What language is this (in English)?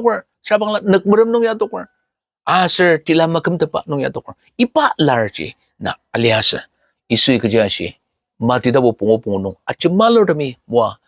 Ao Naga